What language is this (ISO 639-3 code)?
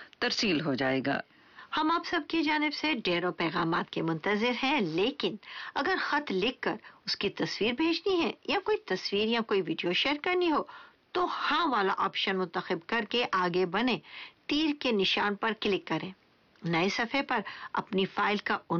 urd